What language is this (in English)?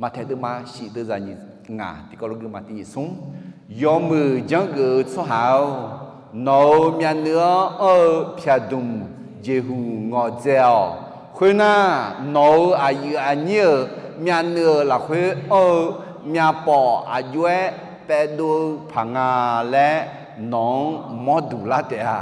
Akha